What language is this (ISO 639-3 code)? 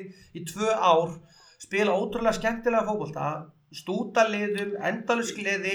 isl